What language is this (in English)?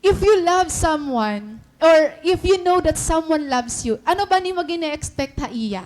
Waray